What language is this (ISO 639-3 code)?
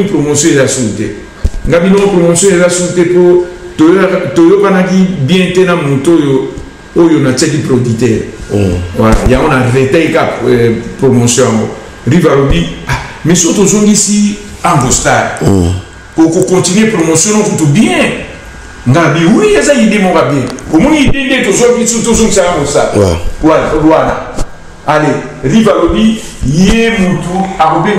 lin